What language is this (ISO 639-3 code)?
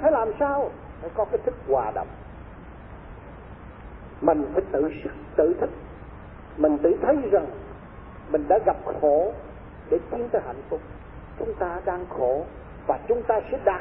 vie